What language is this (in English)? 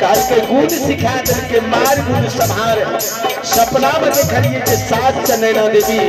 Maithili